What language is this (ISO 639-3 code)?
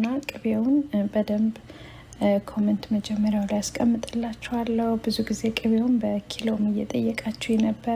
amh